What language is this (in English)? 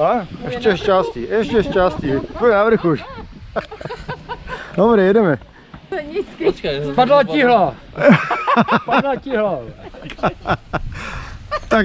Slovak